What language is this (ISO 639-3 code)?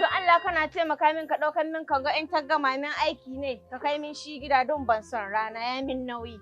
hau